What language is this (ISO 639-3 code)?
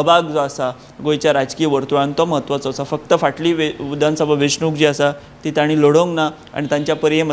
kok